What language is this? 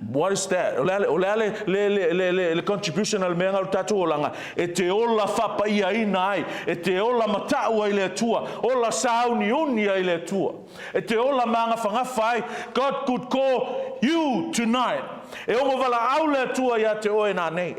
Samoan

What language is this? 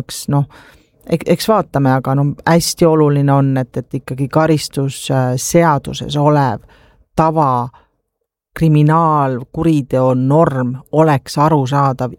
Estonian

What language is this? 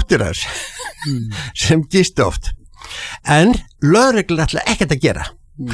Icelandic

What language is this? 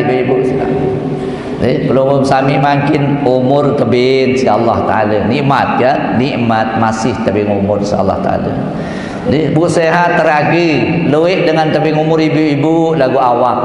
Sasak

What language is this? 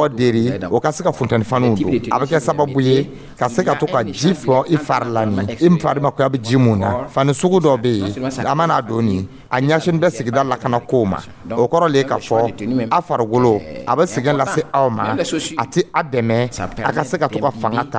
Dyula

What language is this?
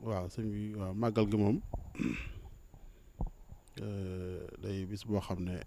Wolof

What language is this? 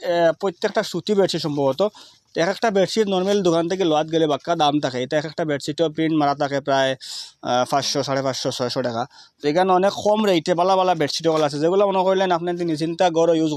Sylheti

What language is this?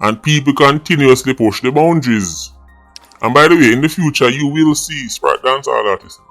Jamaican Creole English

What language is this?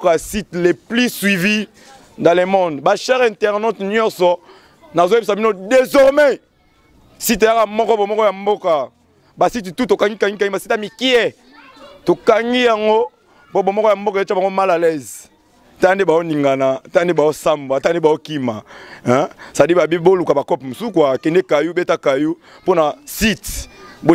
Lingala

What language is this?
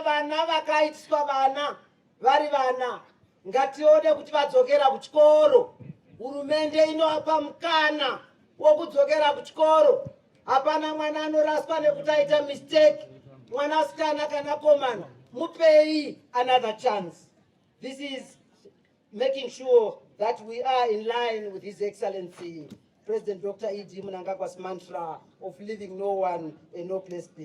Shona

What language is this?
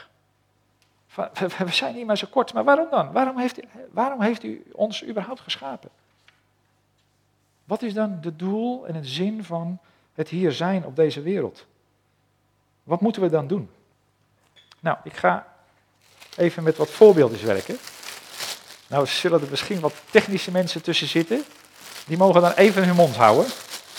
Dutch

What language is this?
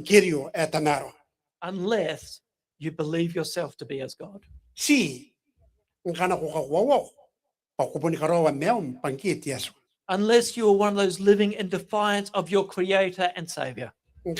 Gilbertese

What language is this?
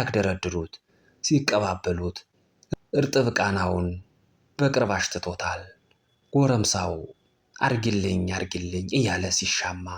Amharic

